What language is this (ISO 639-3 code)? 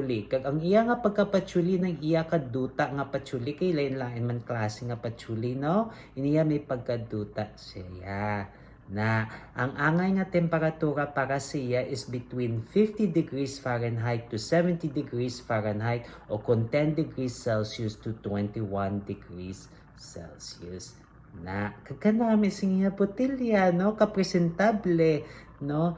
hil